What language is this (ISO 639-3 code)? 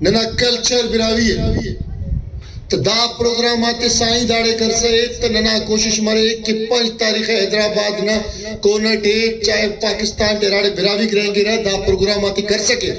brh